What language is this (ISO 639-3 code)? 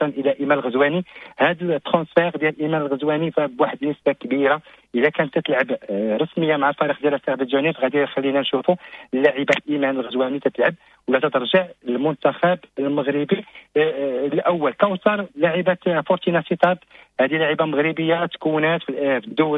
ary